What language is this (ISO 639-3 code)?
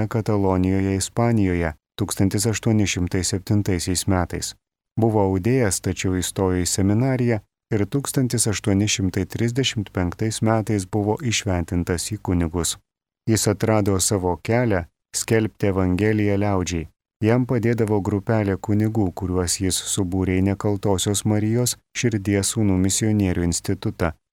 lit